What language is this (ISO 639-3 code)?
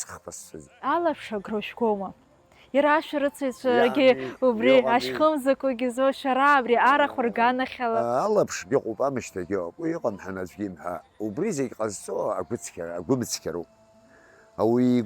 abk